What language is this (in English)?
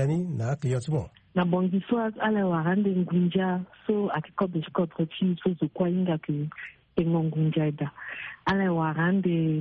Sango